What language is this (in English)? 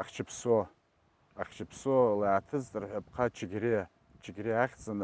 Abkhazian